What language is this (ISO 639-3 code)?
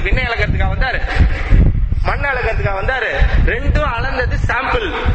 tam